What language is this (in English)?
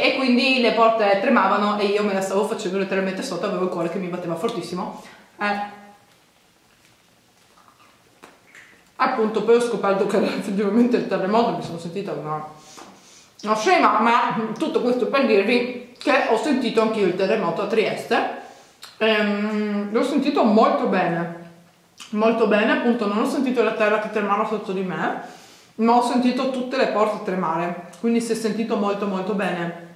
Italian